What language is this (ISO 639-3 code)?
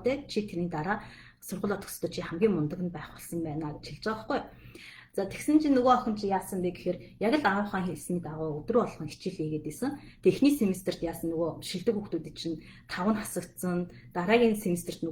mon